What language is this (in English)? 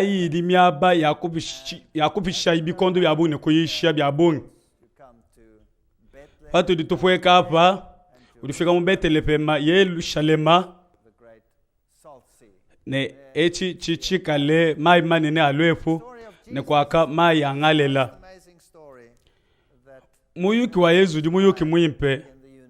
Luba-Lulua